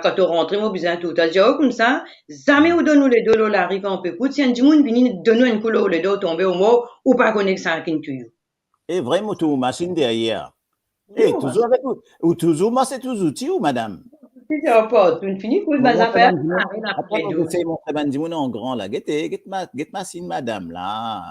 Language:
Morisyen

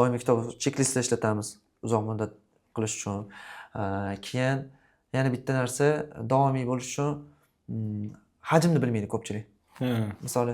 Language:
Uzbek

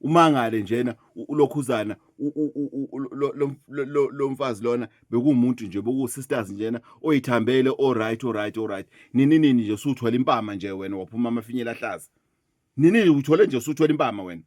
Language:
Zulu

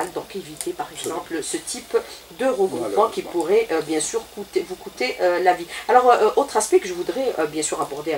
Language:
French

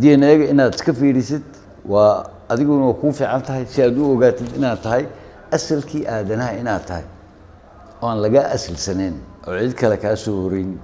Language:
Somali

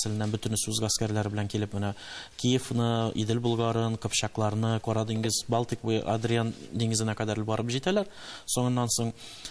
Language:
Tatar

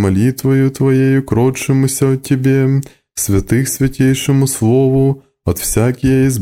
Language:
Church Slavic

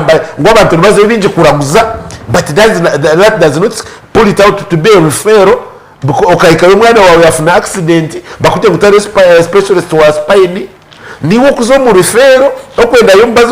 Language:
Nyankole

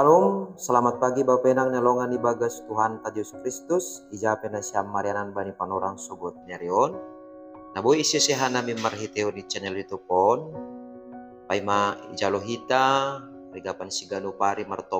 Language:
Batak Simalungun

